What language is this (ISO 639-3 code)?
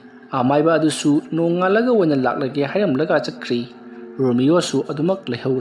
mni